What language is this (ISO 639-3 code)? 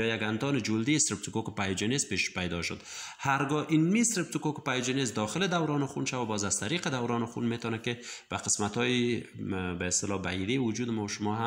fas